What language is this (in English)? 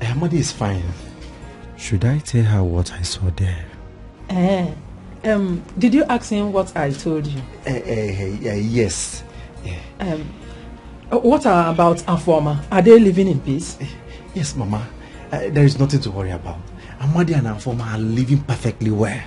Nigerian Pidgin